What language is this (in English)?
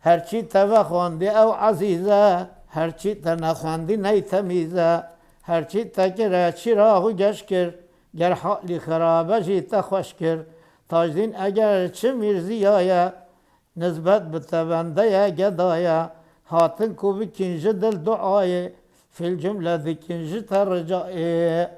Kurdish